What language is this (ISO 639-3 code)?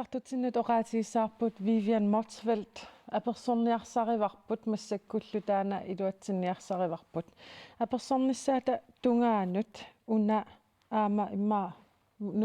kal